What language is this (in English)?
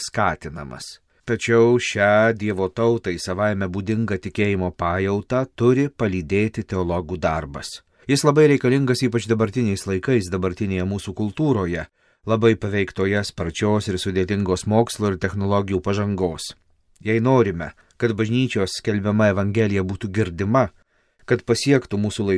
Lithuanian